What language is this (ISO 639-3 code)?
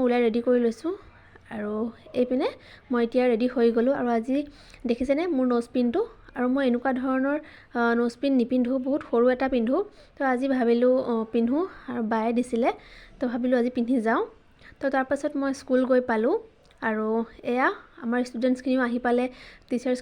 asm